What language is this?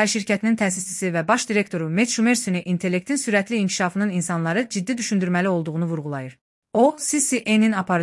Azerbaijani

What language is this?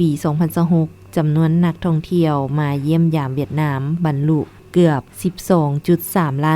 Lao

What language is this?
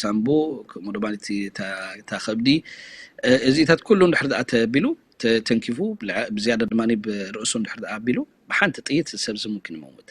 Tigrinya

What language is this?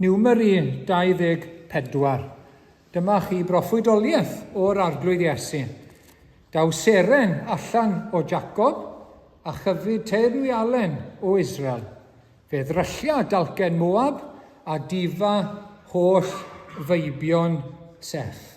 Welsh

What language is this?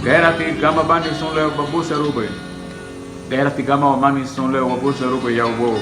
Garifuna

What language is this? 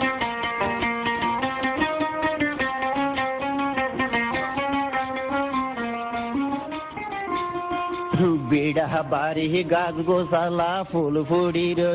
Bangla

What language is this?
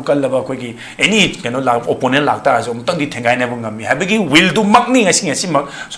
Manipuri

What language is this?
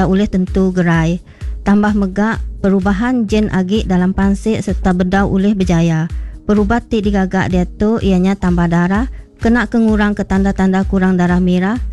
Iban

